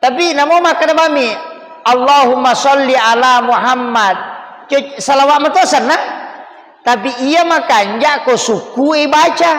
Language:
Buginese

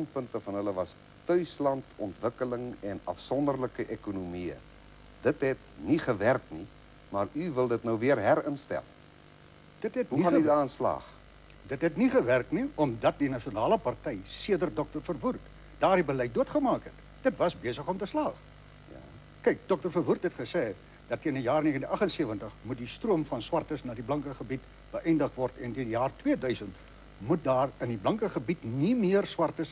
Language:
Afrikaans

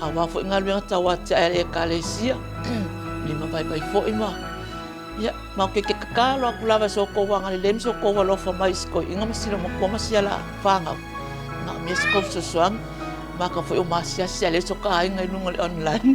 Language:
Samoan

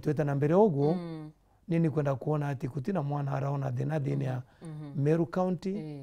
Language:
Meru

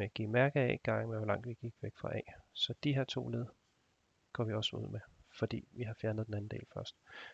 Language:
Danish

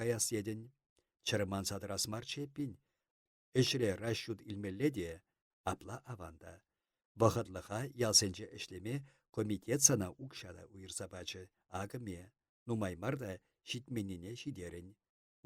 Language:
Chuvash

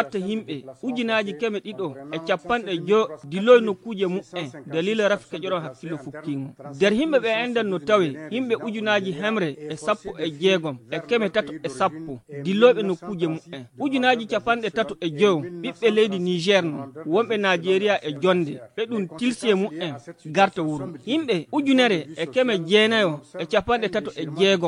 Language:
Fula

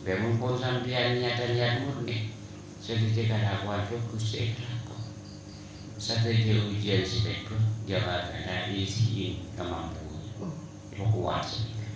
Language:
Madurese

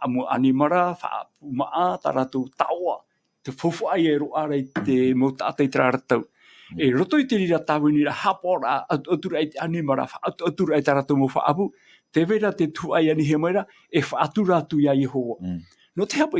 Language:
Tahitian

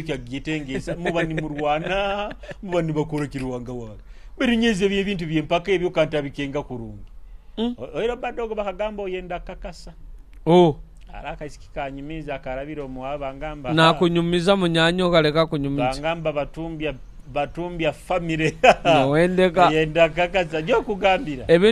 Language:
Nyoro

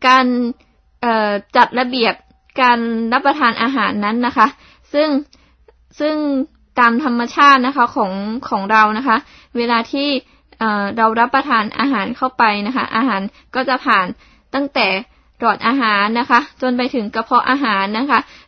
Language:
Thai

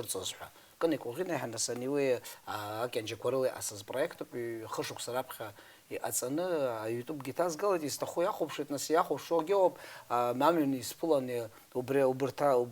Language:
Abkhazian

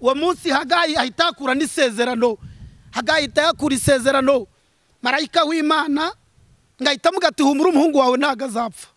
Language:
Kinyarwanda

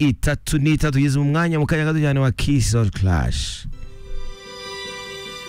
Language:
Kinyarwanda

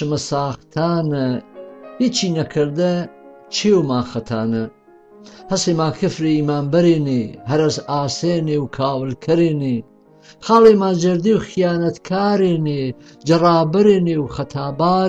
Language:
Gurani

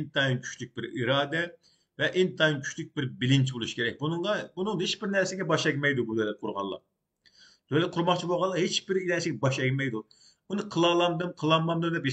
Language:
Uyghur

